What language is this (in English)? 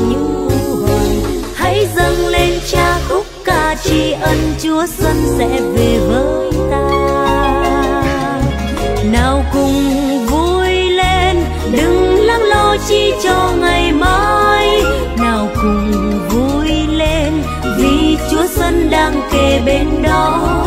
Vietnamese